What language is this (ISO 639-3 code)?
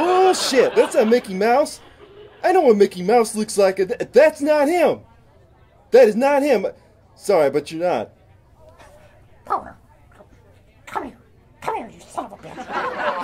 eng